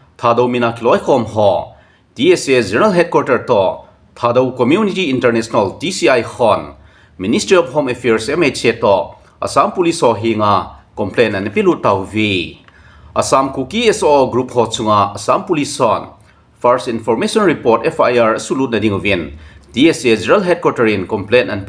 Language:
Thado Chin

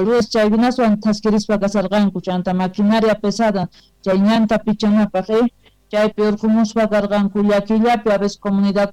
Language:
South Bolivian Quechua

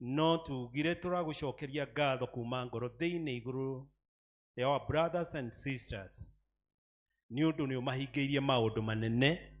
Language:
Kikuyu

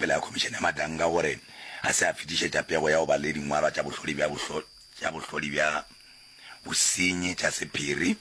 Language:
Northern Sotho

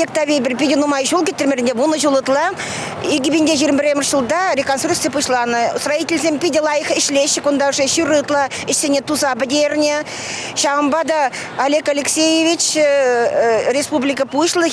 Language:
Chuvash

